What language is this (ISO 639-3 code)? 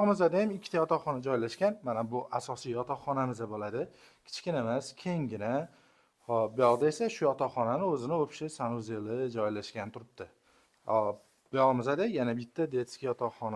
uzb